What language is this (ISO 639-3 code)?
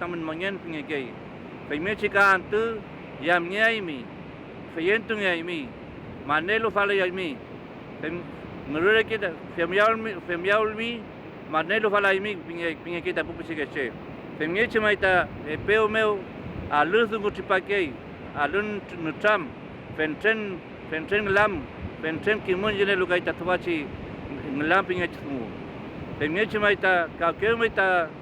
arn